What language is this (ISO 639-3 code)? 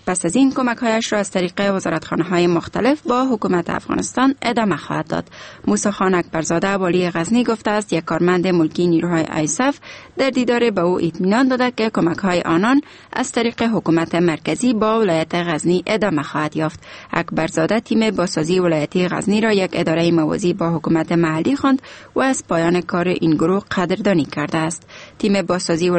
fas